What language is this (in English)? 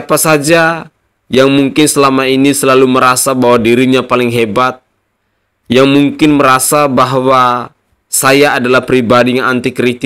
Indonesian